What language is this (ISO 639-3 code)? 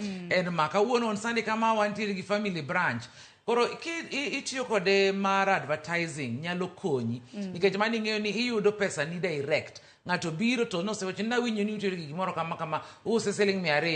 luo